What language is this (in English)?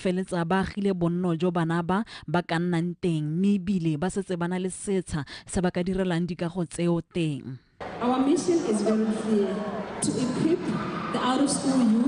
Tswana